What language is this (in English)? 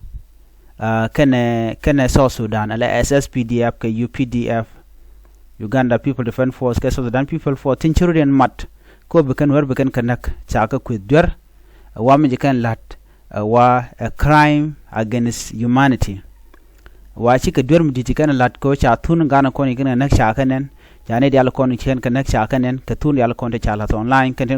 Nuer